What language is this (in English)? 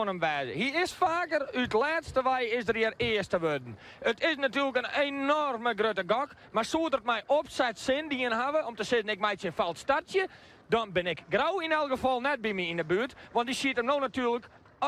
Western Frisian